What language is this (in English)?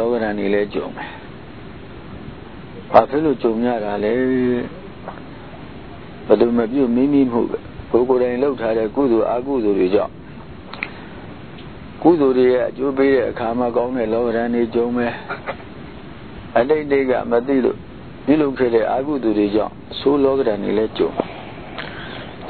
Burmese